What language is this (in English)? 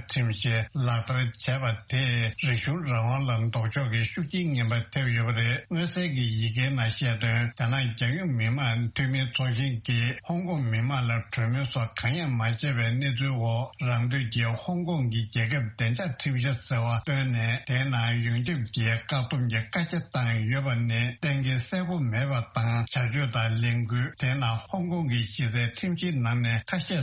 Tibetan